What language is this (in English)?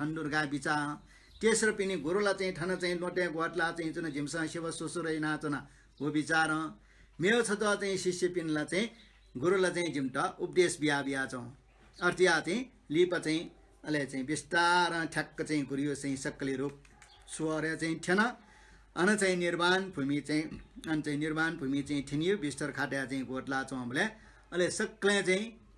Newari